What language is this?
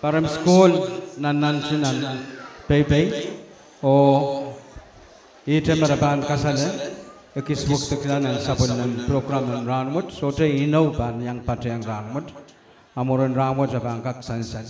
Pohnpeian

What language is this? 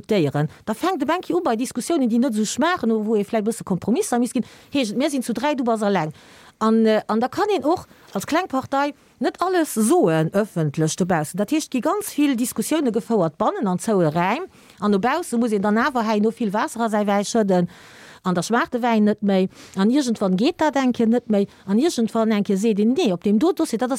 Luxembourgish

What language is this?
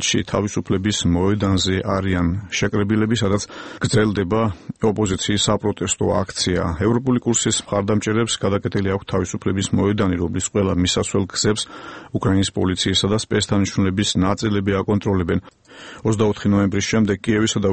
Georgian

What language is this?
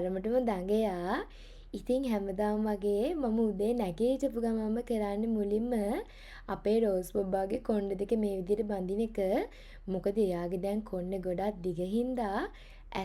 Sinhala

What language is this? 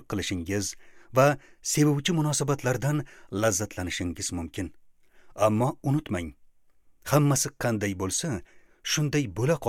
Uzbek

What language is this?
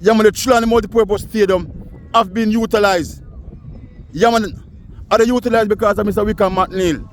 Jamaican Creole English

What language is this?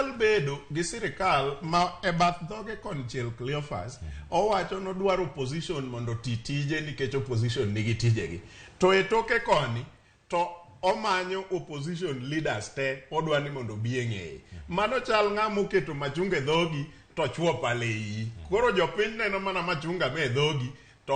Luo (Kenya and Tanzania)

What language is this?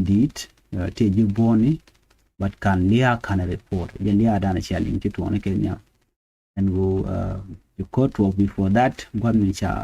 Nuer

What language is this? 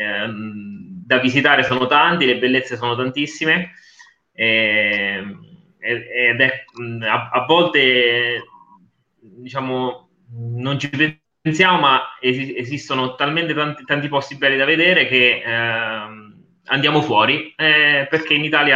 Italian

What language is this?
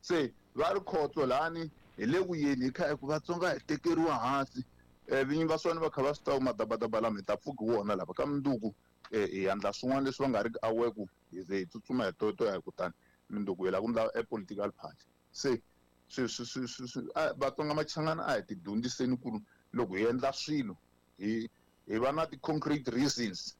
Tsonga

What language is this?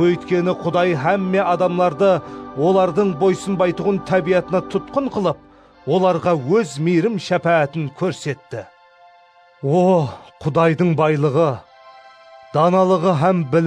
Kara-Kalpak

